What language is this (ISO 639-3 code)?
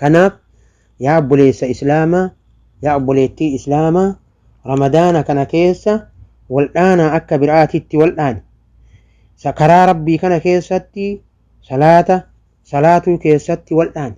orm